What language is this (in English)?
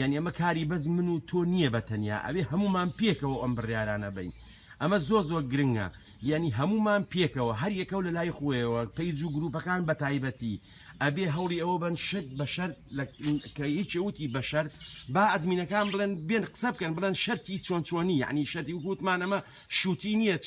Central Kurdish